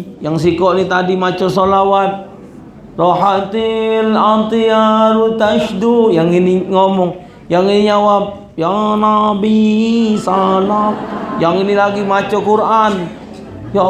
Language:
Musi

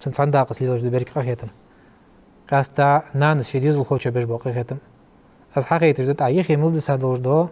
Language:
Ingush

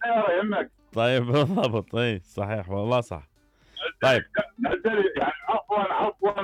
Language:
Mesopotamian Arabic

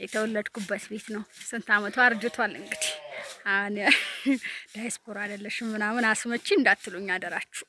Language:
Amharic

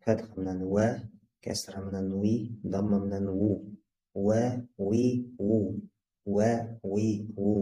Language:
Bashkir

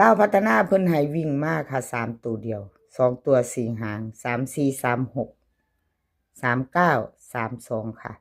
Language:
Northeastern Thai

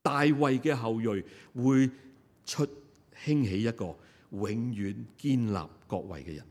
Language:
Cantonese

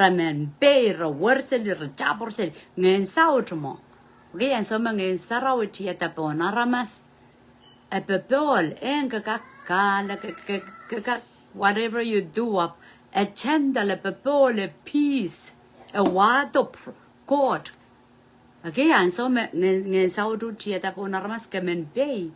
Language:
Pohnpeian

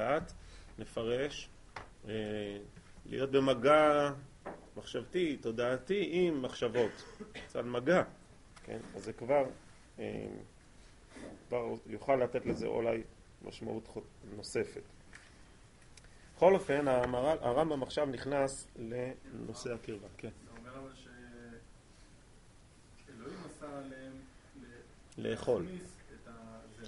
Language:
Hebrew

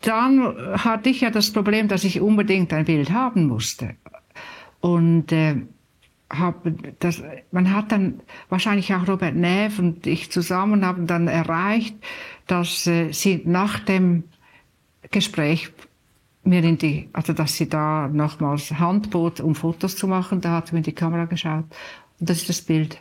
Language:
Swiss German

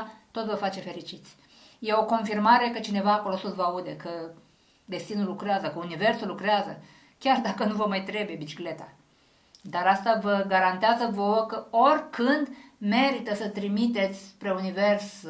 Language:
Romanian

